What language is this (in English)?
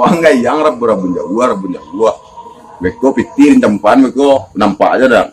Minangkabau